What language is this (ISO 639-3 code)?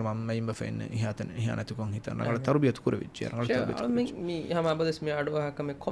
div